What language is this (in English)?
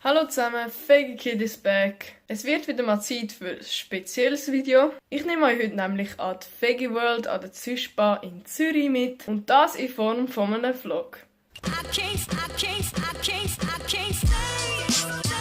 Swiss German